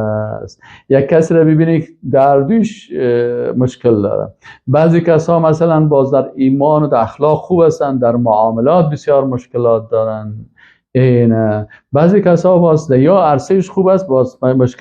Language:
Persian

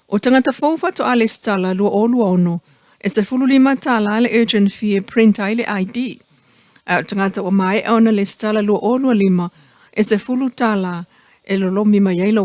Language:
Samoan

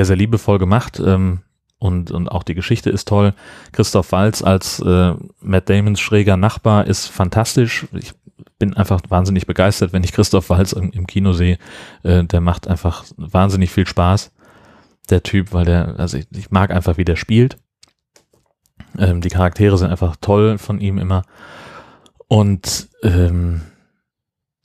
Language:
German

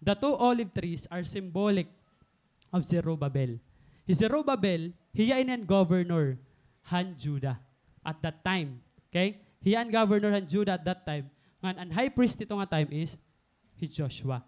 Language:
Waray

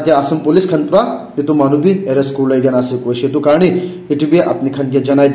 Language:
Naga Pidgin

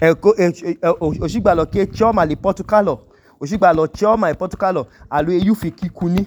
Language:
Idoma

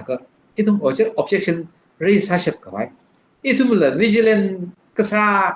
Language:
Tangkhul Naga (India)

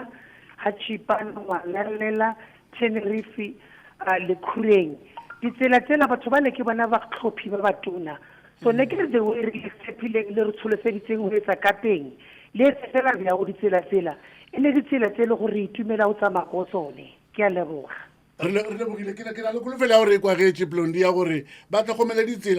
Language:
Northern Sotho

